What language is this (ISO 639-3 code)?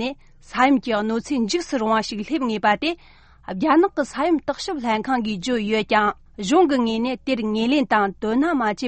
bod